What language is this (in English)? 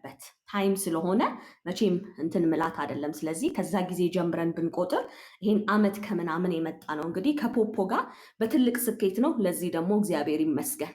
Amharic